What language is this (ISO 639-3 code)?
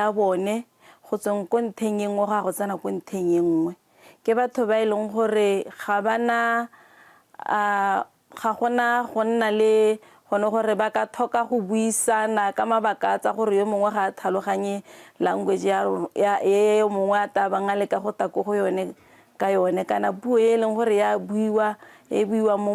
tsn